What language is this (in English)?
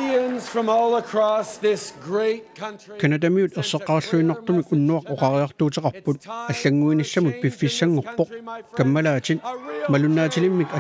Kalaallisut